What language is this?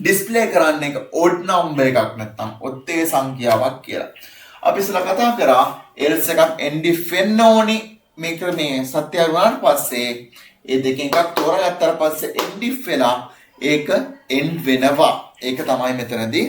Sinhala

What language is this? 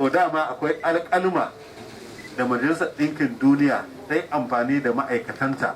Hausa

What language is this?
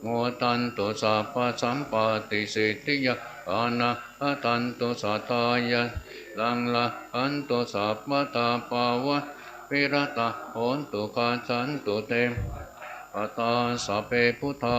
Pali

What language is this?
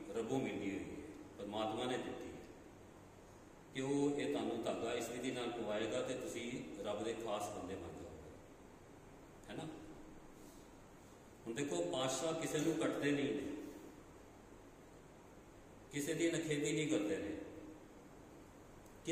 Punjabi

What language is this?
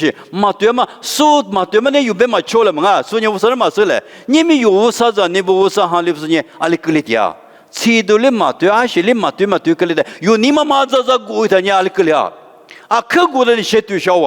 Lisu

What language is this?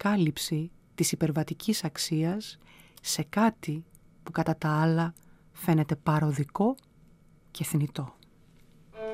Greek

